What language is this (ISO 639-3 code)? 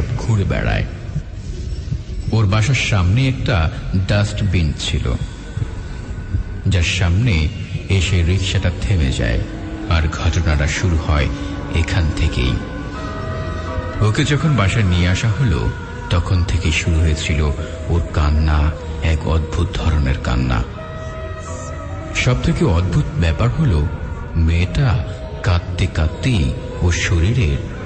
ben